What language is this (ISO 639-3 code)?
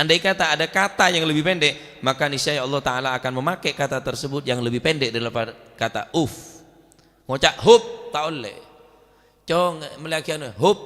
mad